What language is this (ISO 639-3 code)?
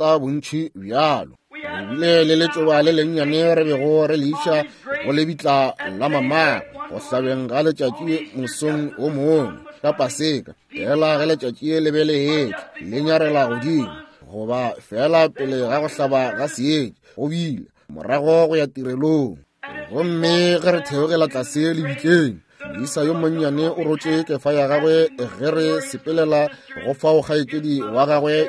nso